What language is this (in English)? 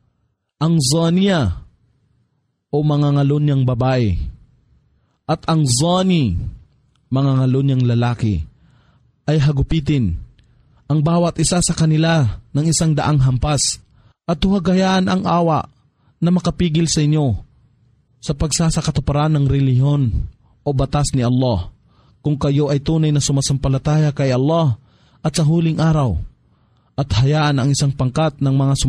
Filipino